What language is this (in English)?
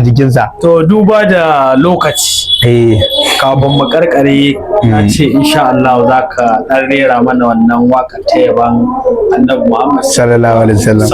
Hausa